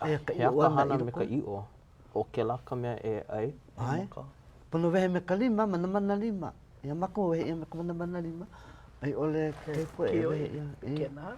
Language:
Hawaiian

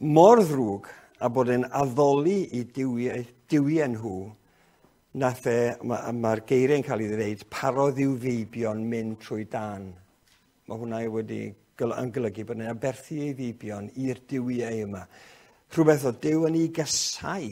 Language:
Welsh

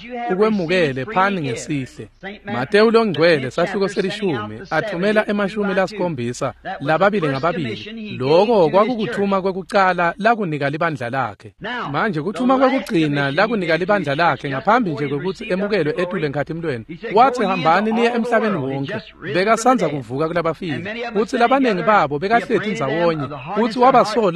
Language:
Swati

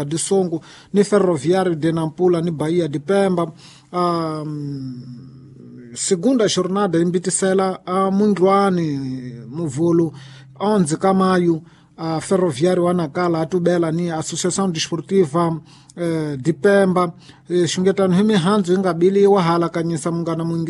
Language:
Tsonga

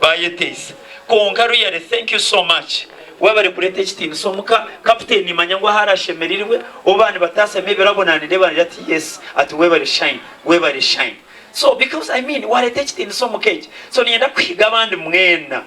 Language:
Nyankole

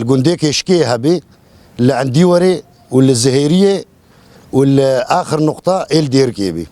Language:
Kurdish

